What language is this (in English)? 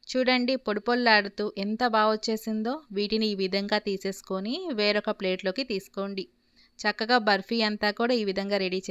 Telugu